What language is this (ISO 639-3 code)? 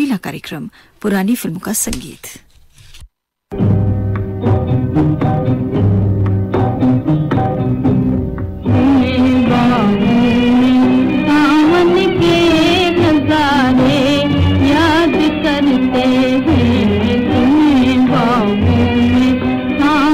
hin